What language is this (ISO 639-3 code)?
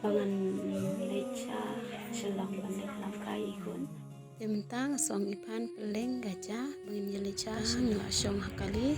kha